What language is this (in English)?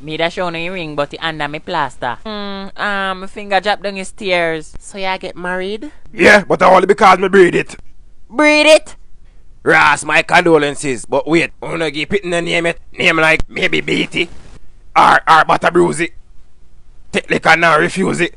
Jamaican Creole English